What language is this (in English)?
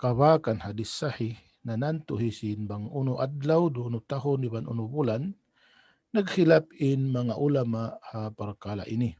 Tausug